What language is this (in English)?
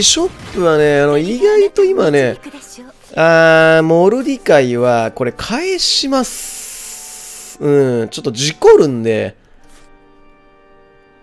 Japanese